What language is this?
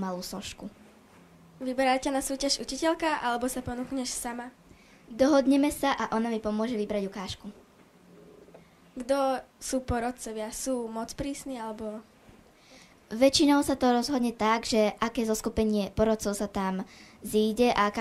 Slovak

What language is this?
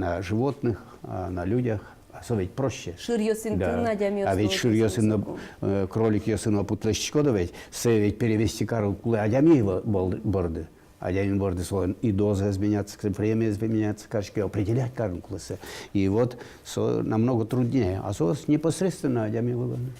Udmurt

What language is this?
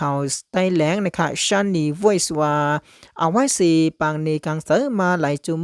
Shan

